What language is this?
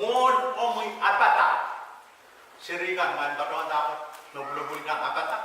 Pohnpeian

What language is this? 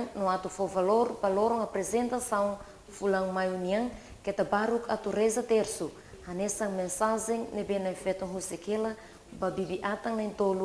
Tetum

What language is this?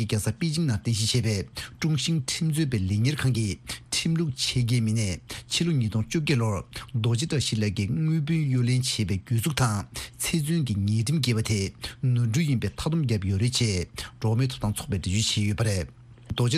Tibetan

